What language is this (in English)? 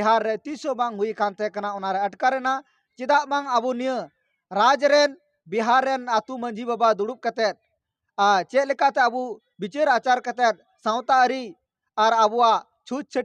Santali